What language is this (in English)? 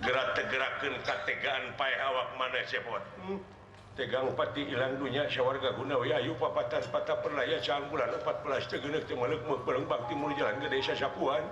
Sundanese